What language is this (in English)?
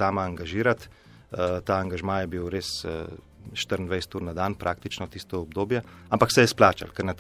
Slovenian